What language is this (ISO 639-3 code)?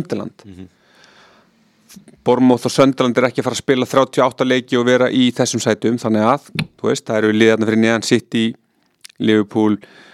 isl